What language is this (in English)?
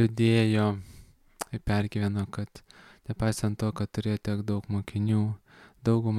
Lithuanian